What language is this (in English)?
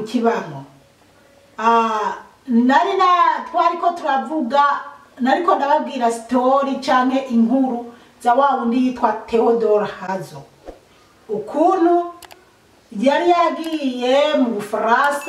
Rundi